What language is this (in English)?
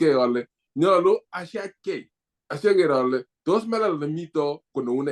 Kalenjin